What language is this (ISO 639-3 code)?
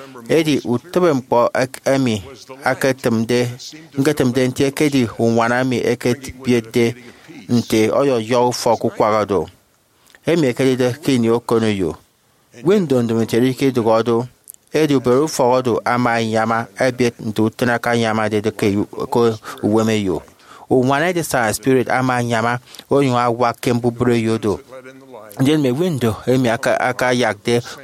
efi